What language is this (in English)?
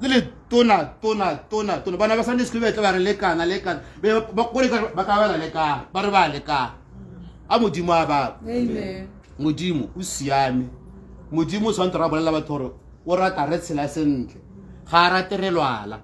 Tswana